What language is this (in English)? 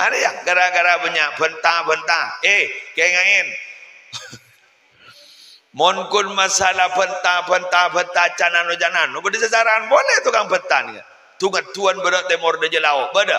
Madurese